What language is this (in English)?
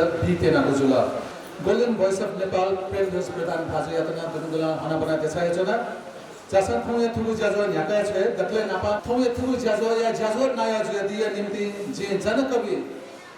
Newari